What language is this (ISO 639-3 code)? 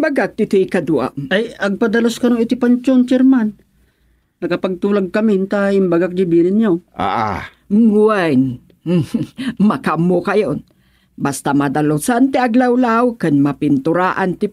ilo